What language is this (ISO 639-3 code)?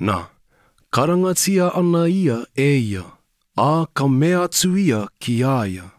mri